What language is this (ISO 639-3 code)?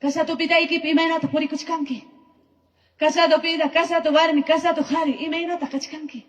quy